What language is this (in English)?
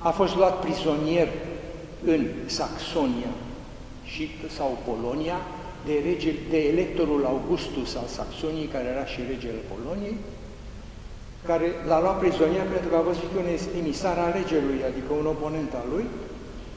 Romanian